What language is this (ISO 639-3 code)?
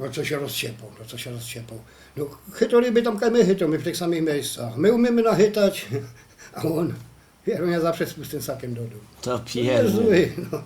szl